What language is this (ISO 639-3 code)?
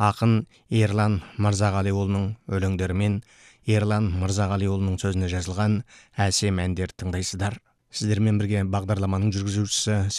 kaz